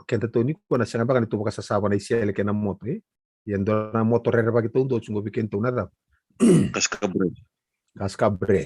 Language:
Fijian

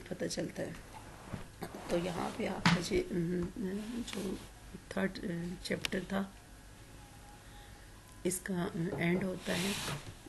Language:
Urdu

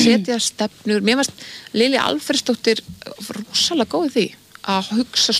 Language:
Icelandic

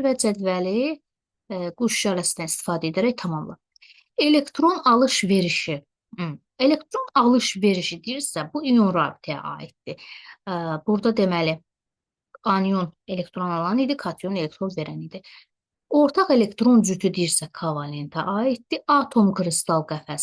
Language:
Azerbaijani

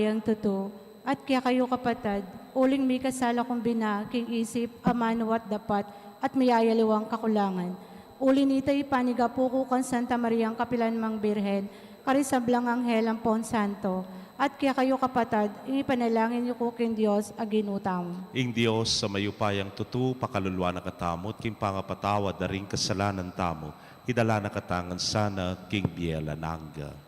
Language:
Pampanga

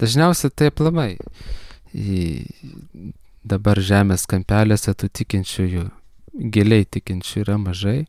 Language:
Lithuanian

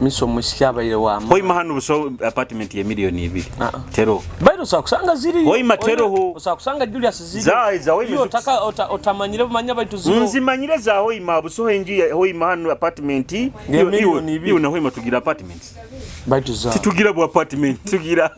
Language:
Nyoro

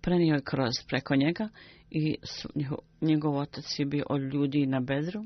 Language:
Bosnian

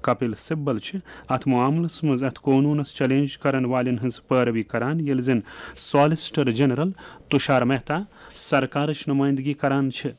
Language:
Kashmiri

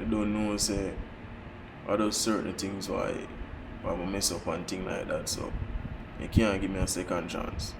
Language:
Jamaican Creole English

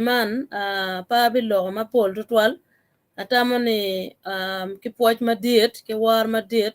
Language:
Acoli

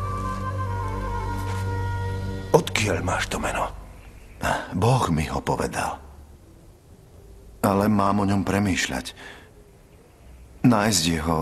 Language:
Slovak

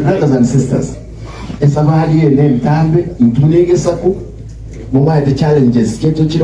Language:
Gusii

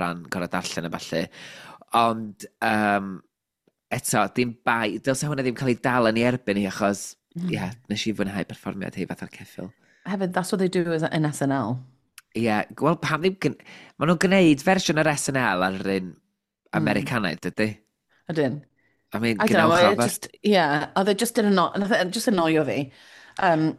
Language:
Welsh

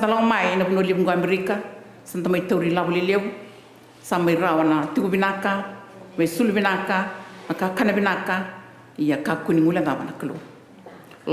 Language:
Fijian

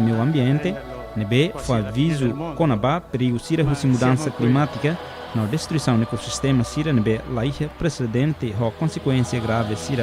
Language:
Tetum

